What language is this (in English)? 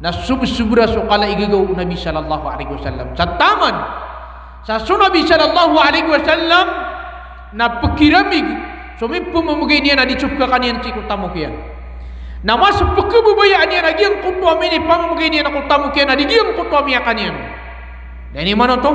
Maranao